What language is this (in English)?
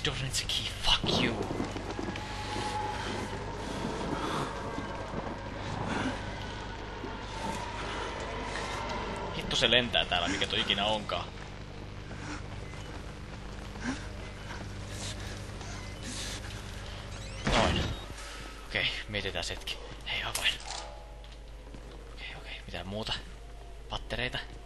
Finnish